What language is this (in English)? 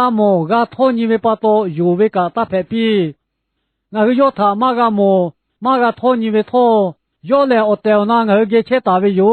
Lahu